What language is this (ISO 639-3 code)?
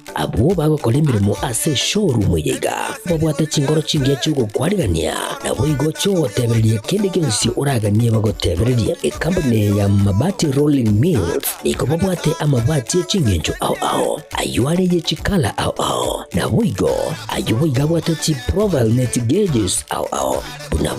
guz